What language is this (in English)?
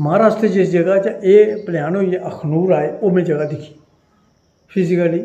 Dogri